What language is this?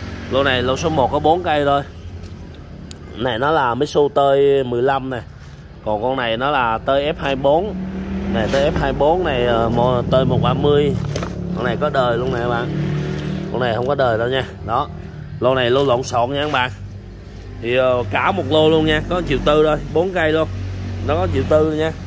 Vietnamese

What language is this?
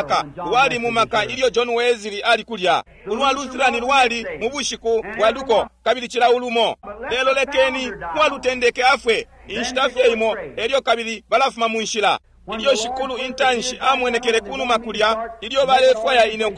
Bemba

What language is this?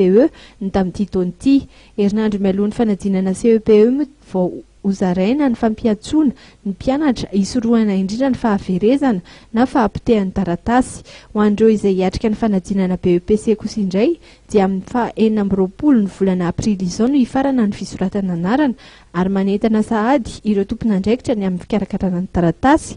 Malagasy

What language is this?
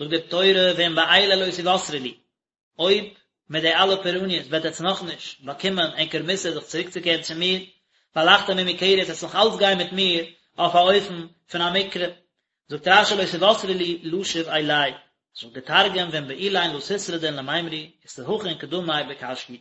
Yiddish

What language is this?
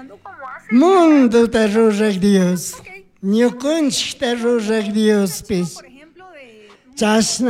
Chimborazo Highland Quichua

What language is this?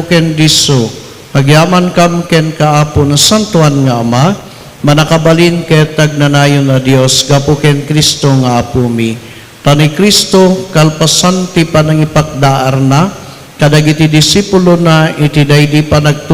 Iloko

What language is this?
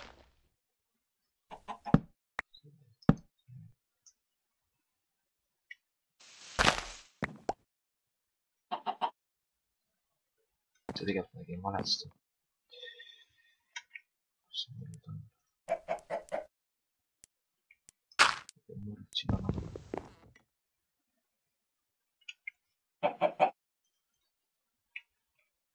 Estonian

